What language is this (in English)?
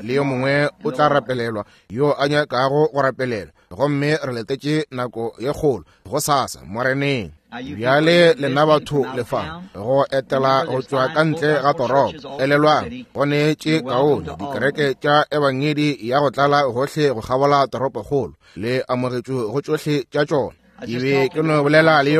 Northern Sotho